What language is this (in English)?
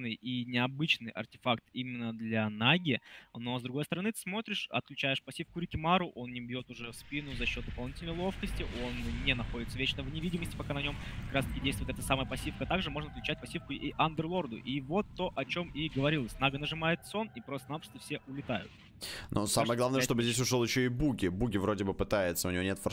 Russian